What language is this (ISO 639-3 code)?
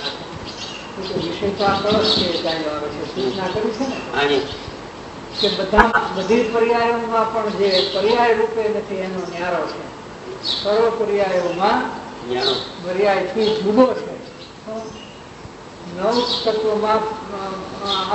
guj